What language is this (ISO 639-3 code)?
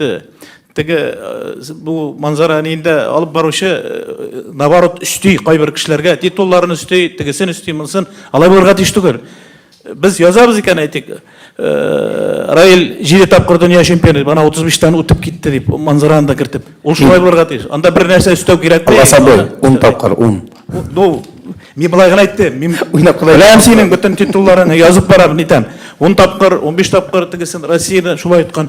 tat